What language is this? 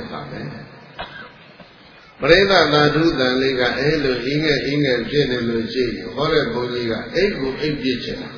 Burmese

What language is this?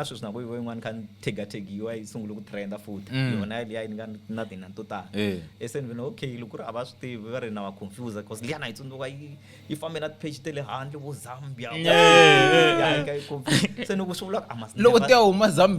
Tsonga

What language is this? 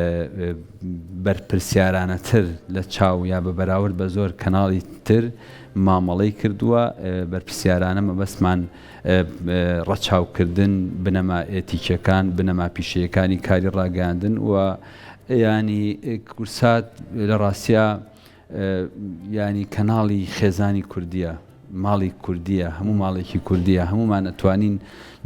Central Kurdish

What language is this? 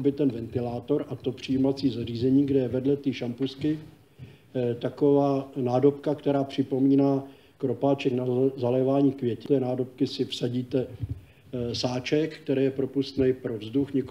Czech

